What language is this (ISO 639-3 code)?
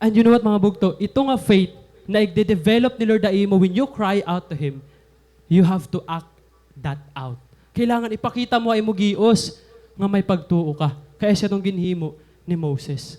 war